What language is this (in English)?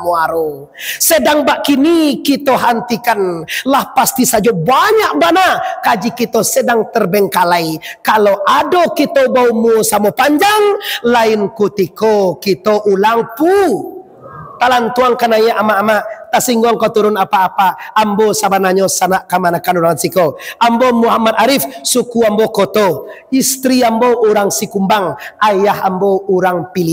Minangkabau